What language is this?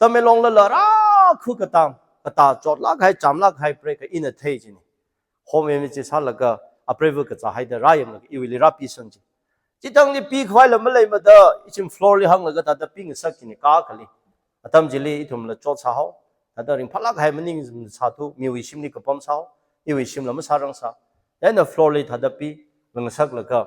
Tangkhul Naga (India)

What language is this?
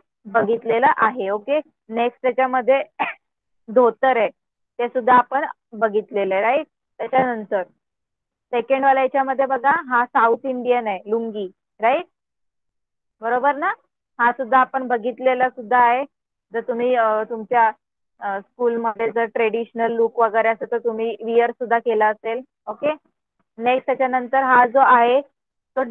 Marathi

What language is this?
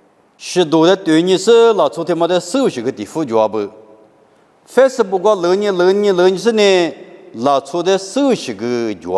Lisu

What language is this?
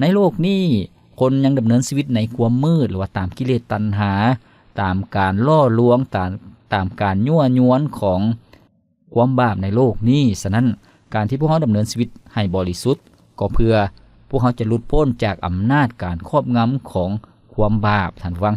Lao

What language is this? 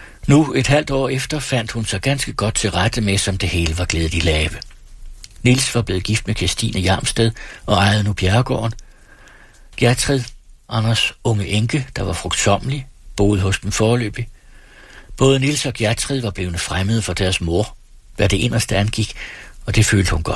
Danish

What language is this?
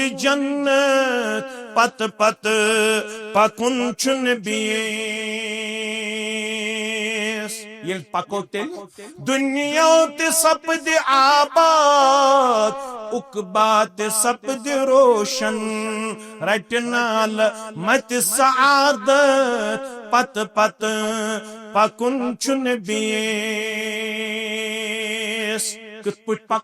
Kashmiri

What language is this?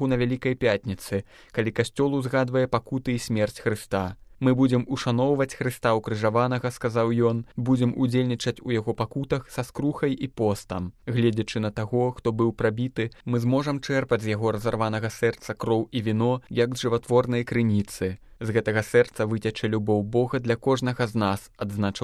Belarusian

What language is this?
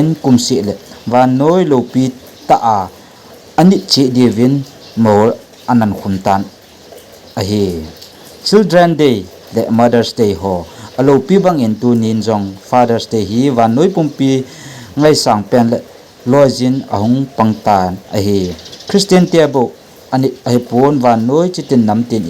Thado Chin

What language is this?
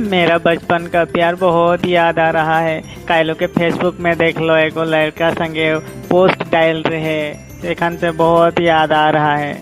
Sadri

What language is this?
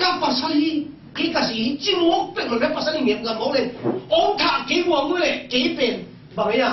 Tedim Chin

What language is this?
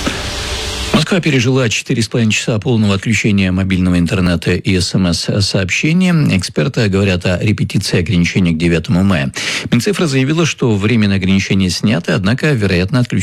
Russian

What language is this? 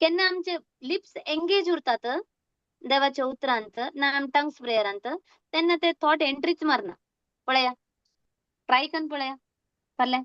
Konkani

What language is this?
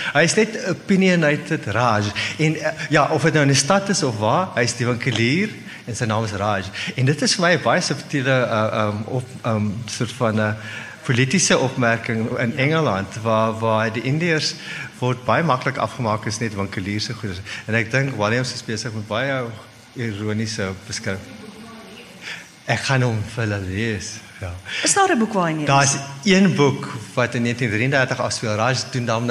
Afrikaans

